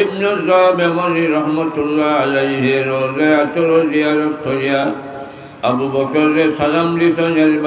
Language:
Sylheti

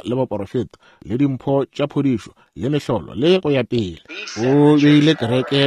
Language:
Northern Sotho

